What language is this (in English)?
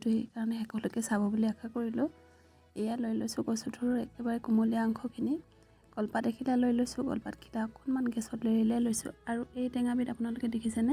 Assamese